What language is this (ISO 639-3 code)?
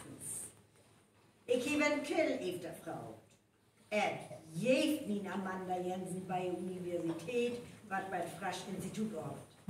frr